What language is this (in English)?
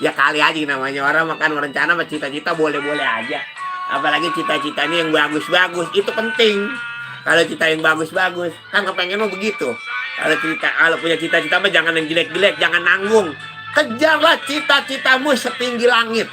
Betawi